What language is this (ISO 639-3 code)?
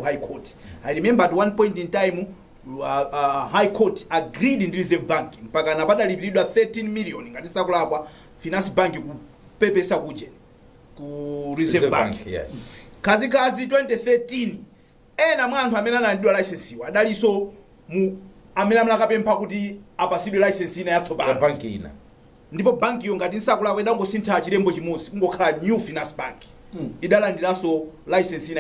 nya